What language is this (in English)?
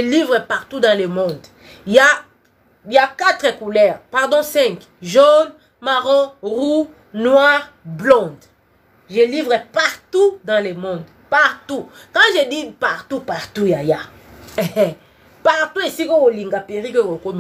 Lingala